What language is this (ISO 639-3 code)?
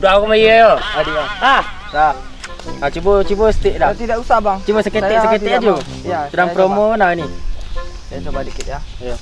min